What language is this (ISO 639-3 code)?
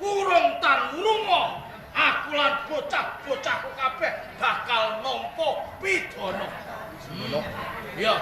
jav